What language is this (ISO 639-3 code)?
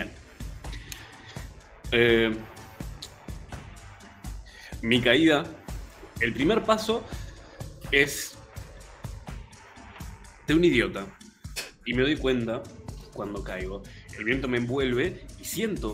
spa